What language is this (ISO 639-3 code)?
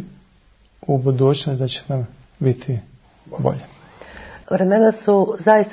srp